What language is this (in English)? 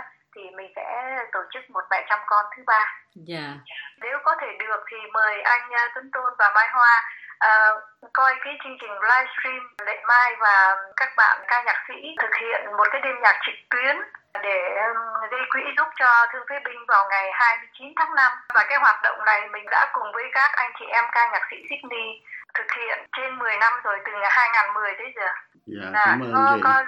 Vietnamese